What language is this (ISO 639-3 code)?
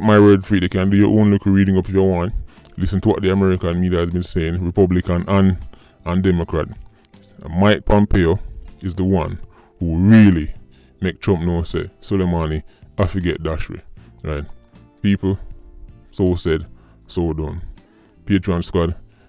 jam